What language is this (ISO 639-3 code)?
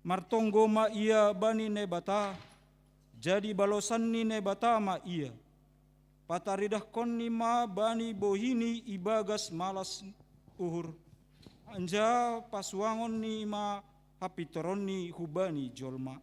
bts